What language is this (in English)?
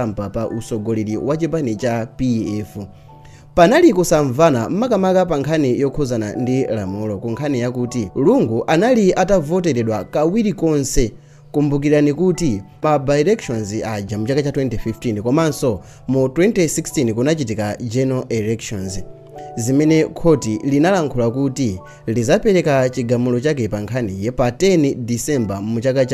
Nyanja